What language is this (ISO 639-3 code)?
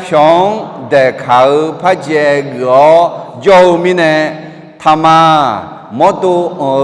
ahk